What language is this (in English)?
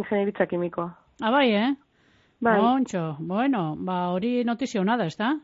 Basque